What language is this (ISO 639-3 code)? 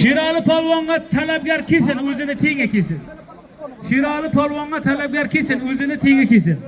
uzb